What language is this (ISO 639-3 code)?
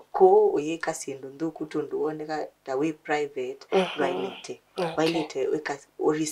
kam